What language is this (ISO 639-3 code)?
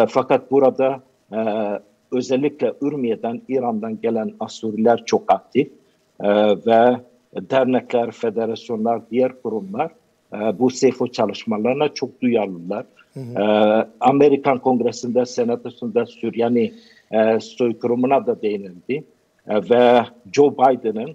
tur